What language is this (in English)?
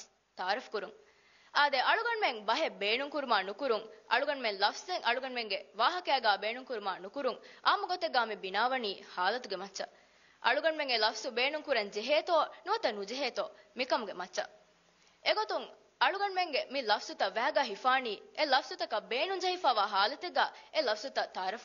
Divehi